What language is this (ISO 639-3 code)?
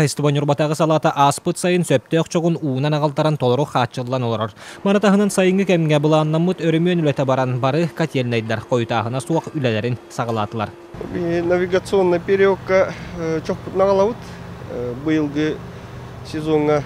sah